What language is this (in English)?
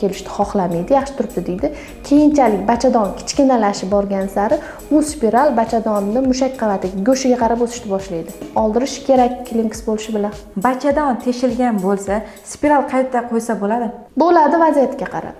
Uzbek